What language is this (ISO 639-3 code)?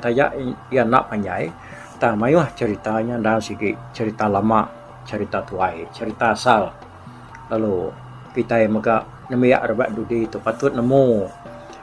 iba